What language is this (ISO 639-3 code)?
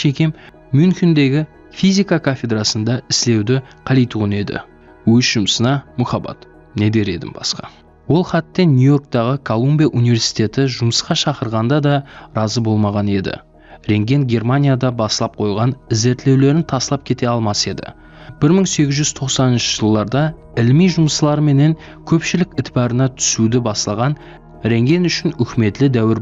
kaa